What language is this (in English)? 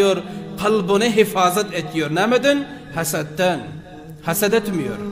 Turkmen